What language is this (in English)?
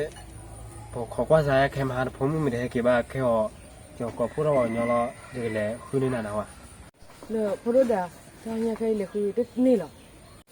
S'gaw Karen